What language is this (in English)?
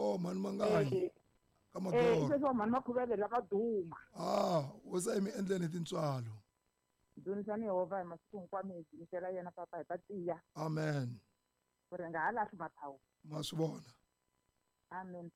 Tsonga